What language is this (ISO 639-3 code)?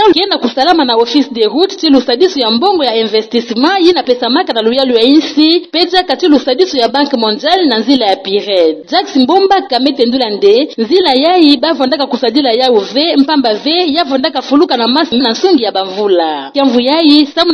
ktu